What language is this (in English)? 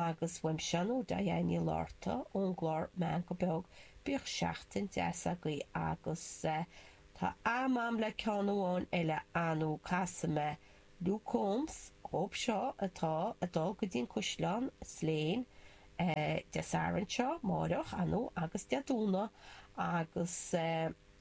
Irish